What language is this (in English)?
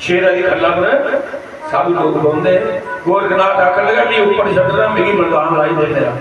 Dogri